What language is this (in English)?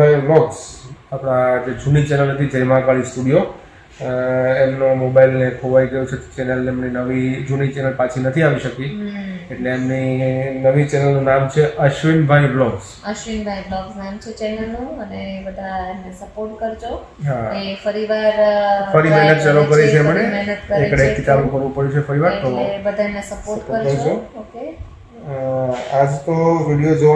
Gujarati